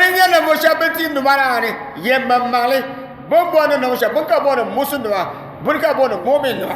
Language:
Dagbani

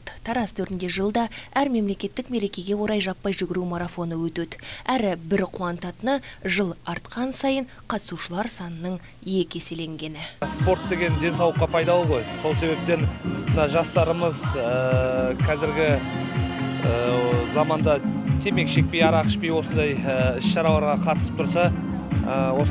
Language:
Kazakh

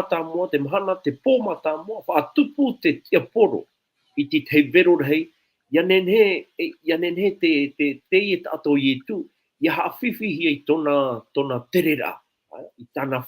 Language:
Tahitian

